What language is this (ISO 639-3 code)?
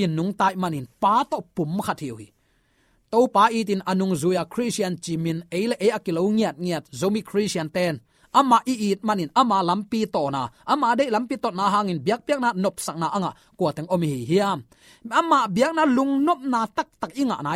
ctd